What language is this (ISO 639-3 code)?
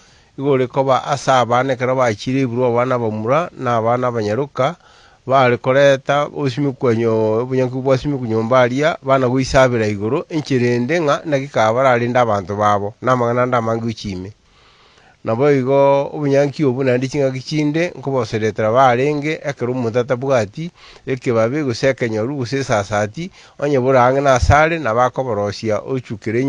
guz